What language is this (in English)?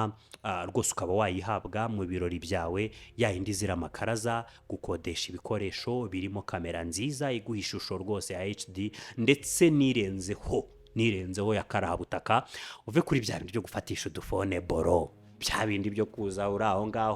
Kinyarwanda